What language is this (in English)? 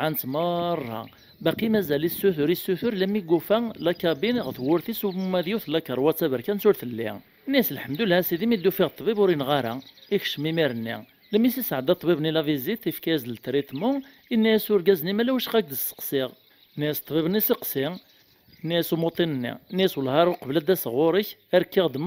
Kabyle